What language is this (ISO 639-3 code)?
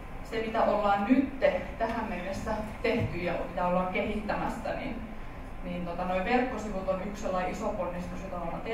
fin